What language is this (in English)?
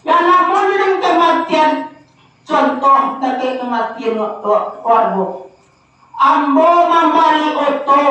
Minangkabau